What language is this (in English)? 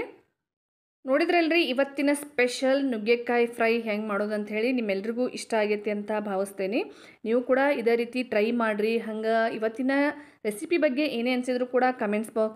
Kannada